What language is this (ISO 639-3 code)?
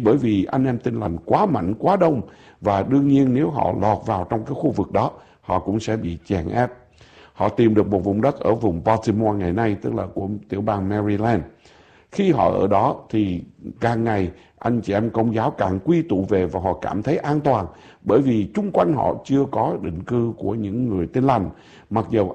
vie